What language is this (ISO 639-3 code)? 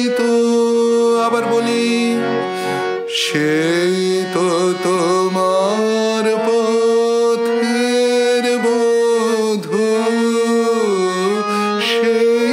ben